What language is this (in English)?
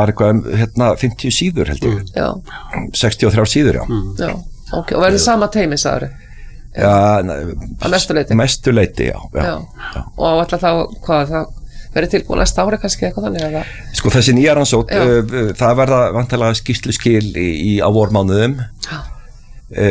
Icelandic